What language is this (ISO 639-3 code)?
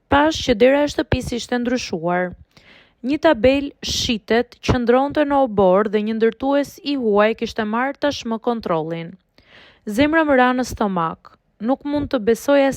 sqi